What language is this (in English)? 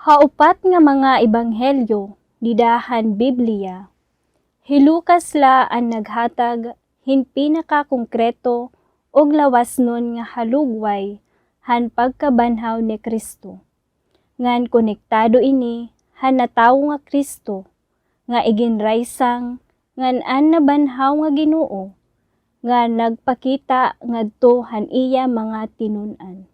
Waray